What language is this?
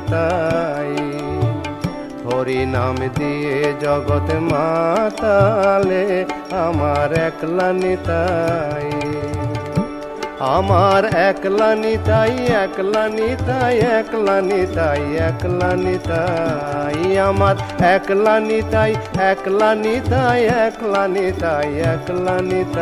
Bangla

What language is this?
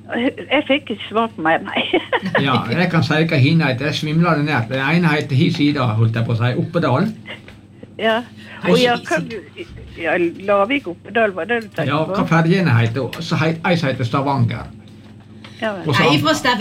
Norwegian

